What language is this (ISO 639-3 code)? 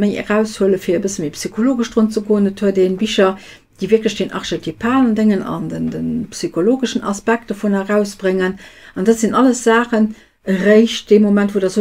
ltz